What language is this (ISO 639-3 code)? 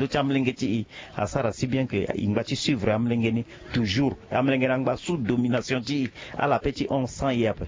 sag